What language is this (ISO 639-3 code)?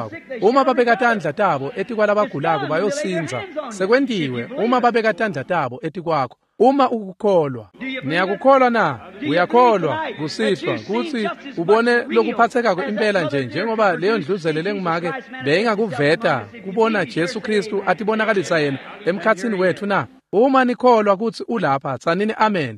ssw